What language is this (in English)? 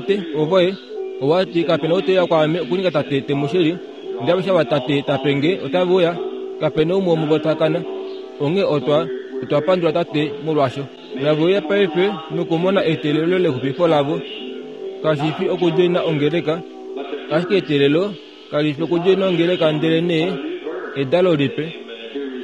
Kuanyama